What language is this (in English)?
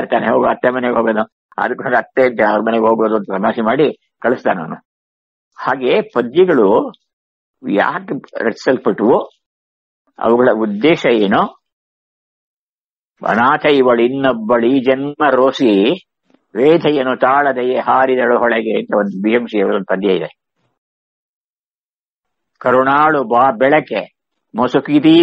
Kannada